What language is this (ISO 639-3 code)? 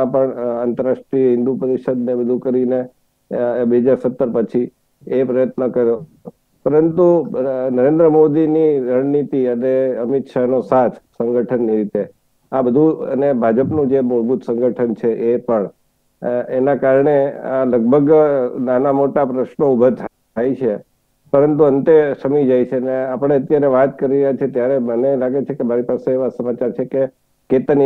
guj